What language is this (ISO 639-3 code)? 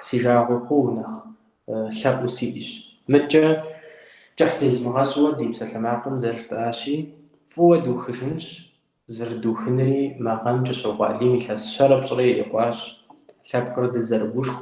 kbd